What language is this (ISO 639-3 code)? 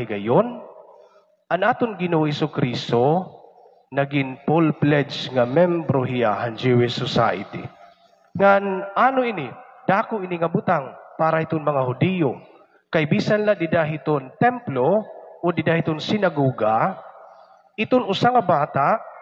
war